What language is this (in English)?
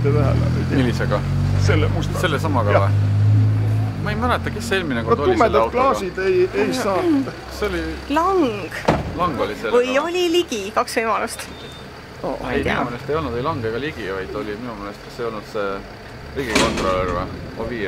Estonian